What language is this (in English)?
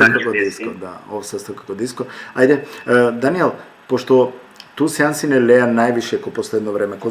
Balkan Romani